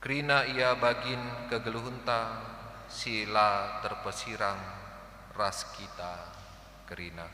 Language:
Batak Karo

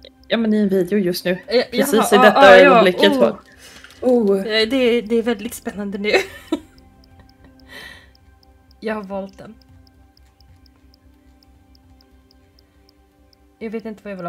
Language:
Swedish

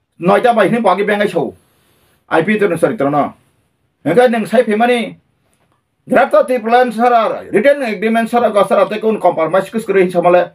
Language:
Kok Borok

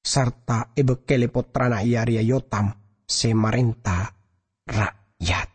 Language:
Madurese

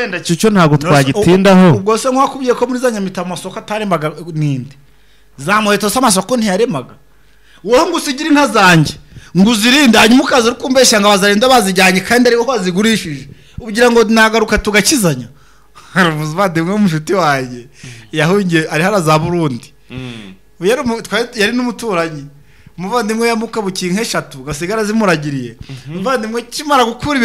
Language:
Kinyarwanda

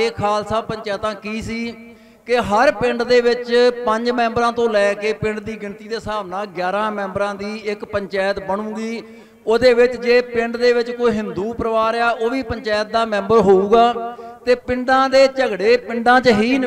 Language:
Punjabi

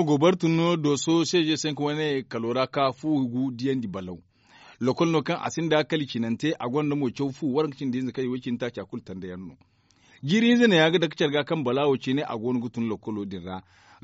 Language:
Zarma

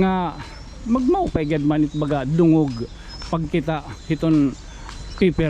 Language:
Waray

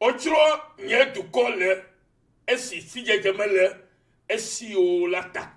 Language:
Ewe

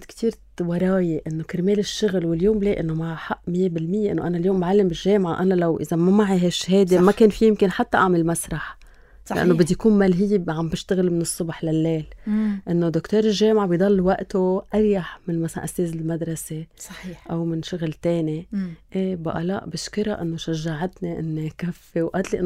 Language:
North Levantine Arabic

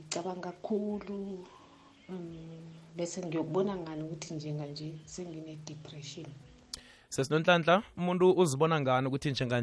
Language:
South Ndebele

